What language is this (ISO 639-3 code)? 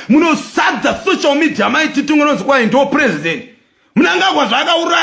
sna